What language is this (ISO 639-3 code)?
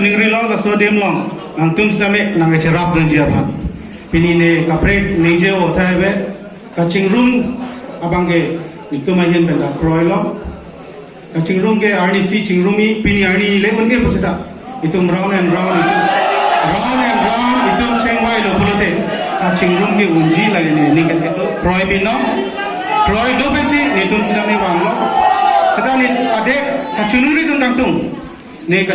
mjw